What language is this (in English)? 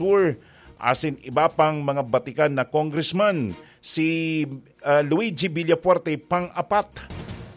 Bikol